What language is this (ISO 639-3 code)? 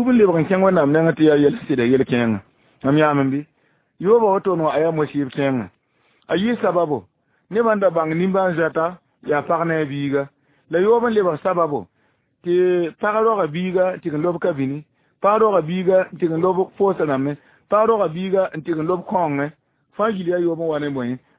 mos